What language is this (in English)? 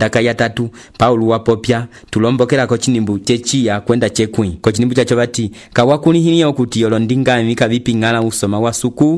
Umbundu